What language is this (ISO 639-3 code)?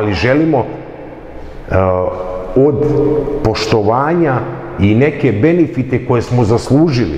srp